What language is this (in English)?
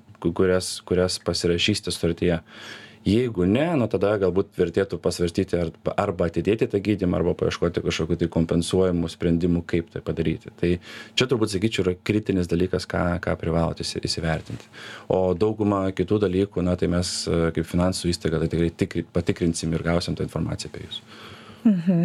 Lithuanian